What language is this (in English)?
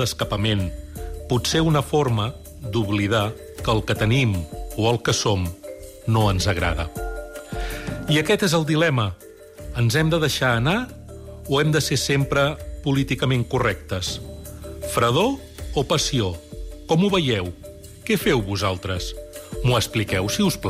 Catalan